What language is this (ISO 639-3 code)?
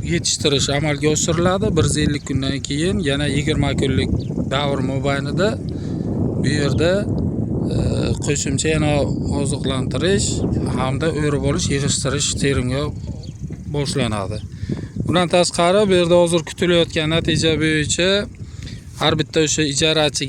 uzb